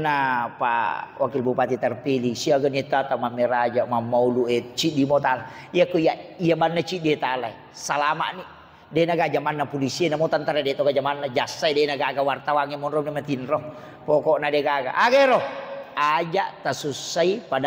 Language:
Buginese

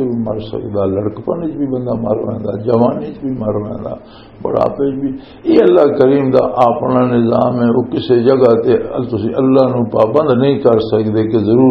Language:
Western Panjabi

